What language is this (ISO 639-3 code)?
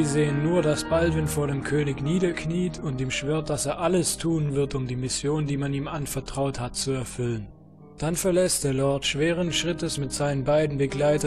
deu